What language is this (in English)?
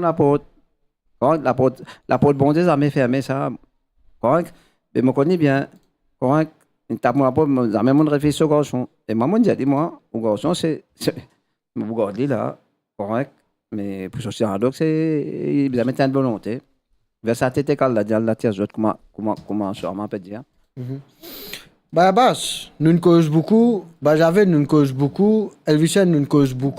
Morisyen